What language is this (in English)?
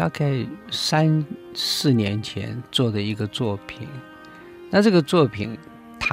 Chinese